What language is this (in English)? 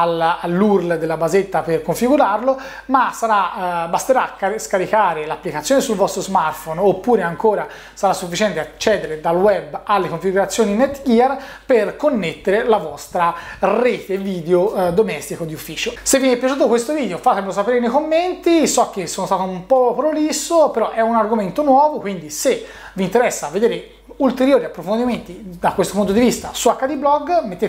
Italian